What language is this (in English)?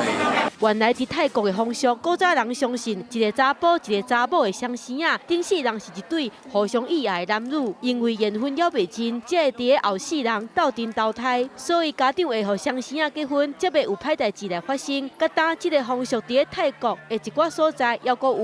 Min Nan Chinese